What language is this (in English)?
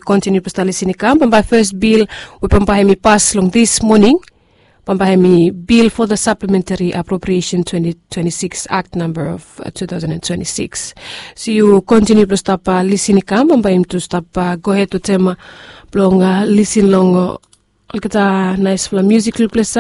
Bislama